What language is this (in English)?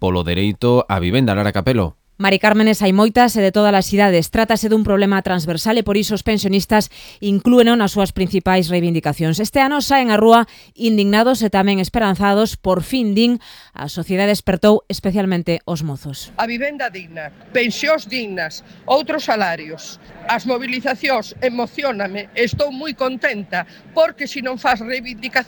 Galician